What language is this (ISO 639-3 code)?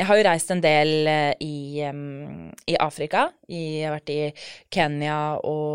nor